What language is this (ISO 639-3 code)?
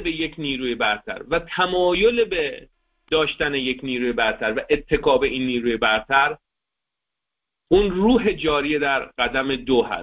fas